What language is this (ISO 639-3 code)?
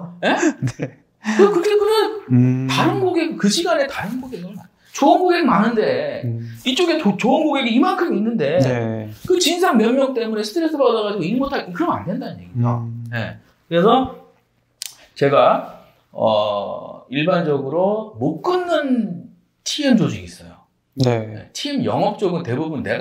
kor